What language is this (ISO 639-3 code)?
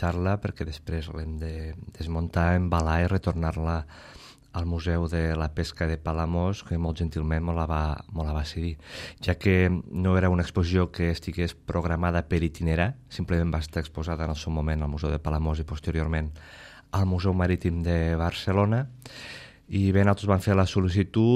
cat